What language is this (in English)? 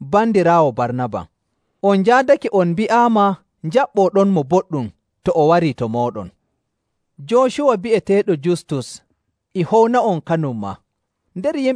Nigerian Fulfulde